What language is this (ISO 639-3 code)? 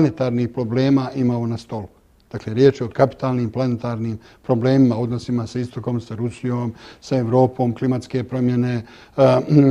bos